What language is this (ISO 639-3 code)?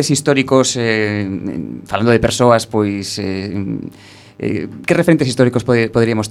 glg